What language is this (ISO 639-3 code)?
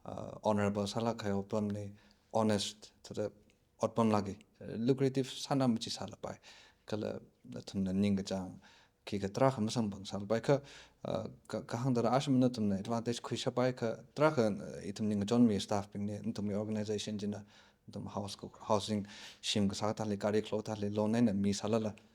nmf